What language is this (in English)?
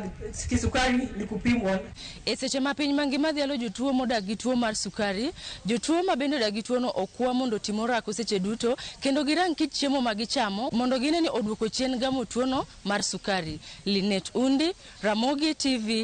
Luo (Kenya and Tanzania)